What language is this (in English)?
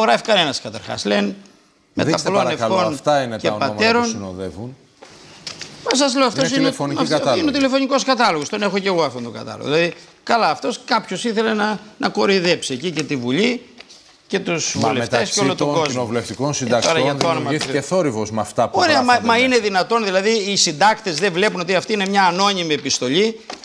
Greek